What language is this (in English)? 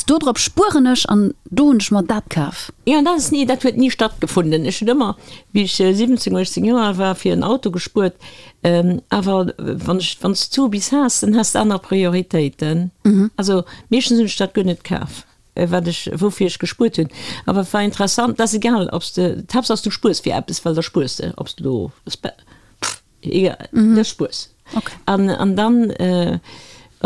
Luxembourgish